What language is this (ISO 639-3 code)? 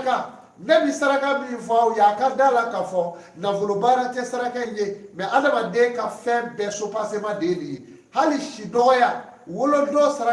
bam